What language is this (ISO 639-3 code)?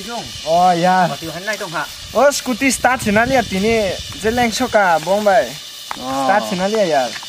trp